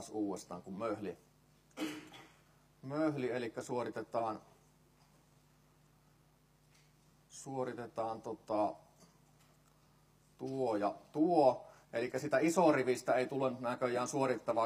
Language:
Finnish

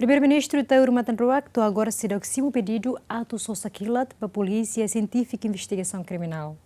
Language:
Tetum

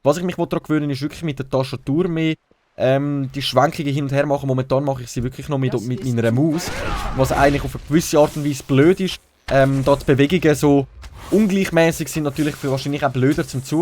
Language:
Swiss German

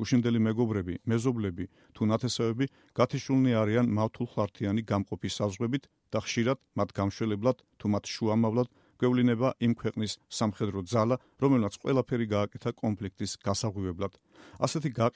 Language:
Georgian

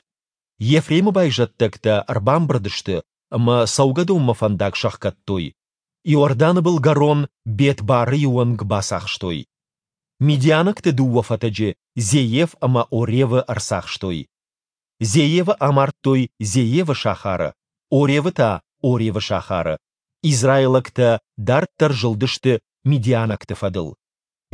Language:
Ossetic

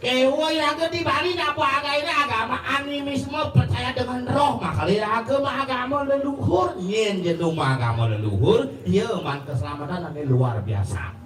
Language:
Balinese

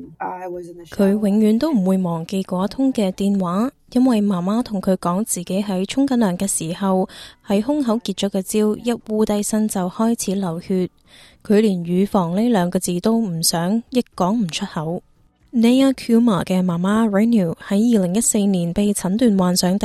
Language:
Cantonese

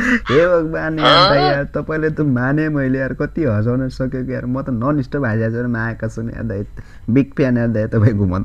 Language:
Nepali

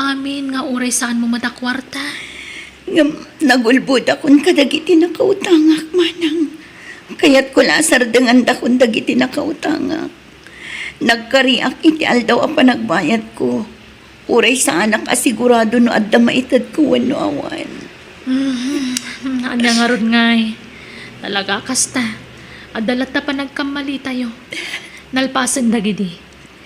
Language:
Iloko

